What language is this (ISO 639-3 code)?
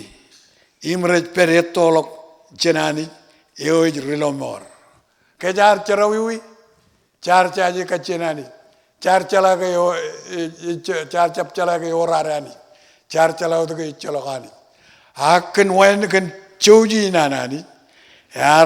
mah